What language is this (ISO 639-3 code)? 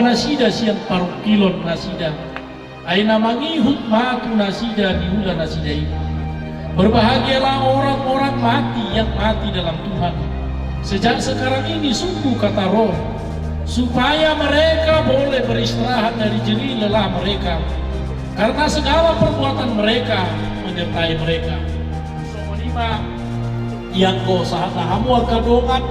bbc